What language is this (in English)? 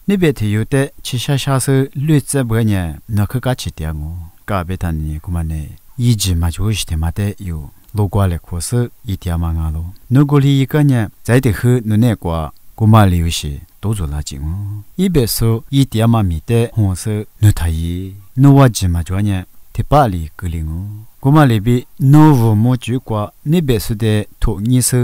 Lisu